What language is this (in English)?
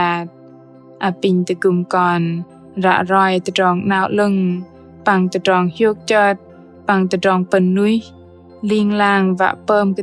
Bahnar